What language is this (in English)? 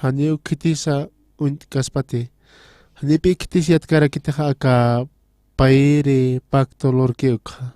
Aymara